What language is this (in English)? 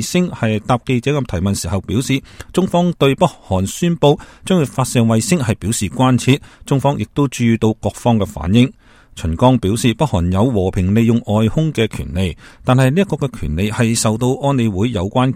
Cantonese